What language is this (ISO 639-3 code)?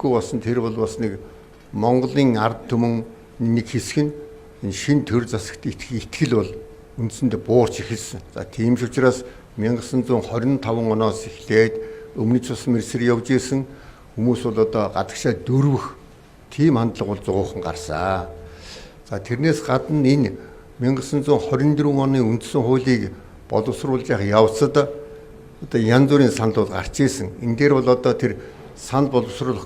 mon